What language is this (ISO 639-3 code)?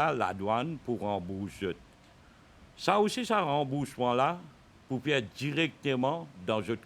mfe